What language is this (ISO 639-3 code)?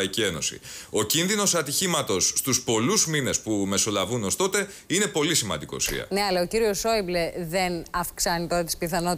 ell